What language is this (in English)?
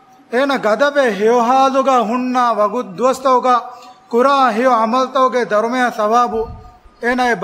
Divehi